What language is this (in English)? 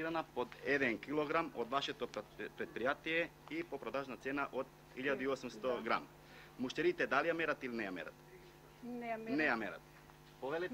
Macedonian